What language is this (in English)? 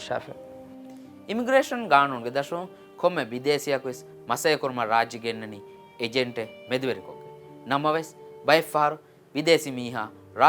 Divehi